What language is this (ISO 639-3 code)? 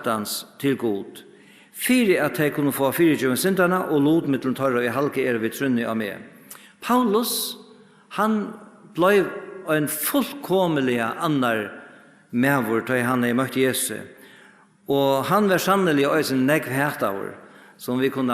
fao